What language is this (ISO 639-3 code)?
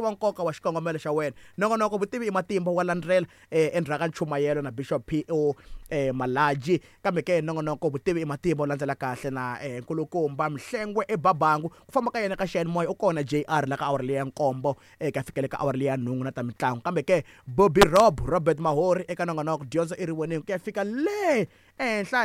tso